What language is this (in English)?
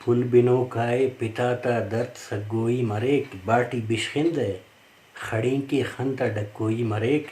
Brahui